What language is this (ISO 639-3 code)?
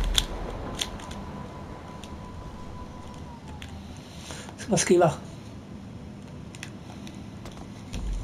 swe